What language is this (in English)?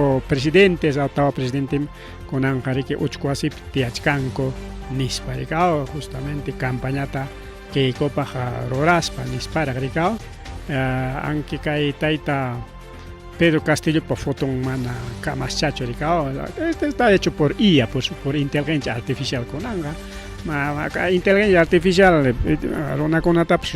Ayacucho Quechua